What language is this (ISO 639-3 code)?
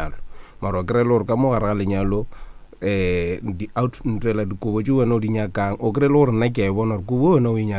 nso